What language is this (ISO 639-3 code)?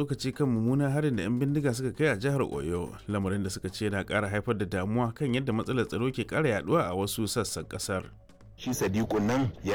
hau